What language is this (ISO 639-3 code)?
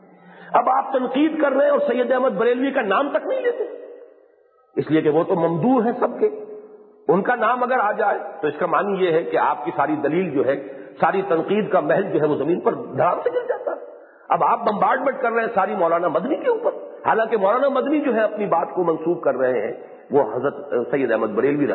urd